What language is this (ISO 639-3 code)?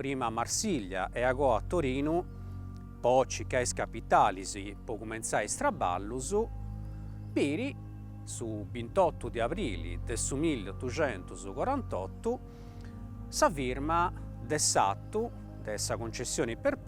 srd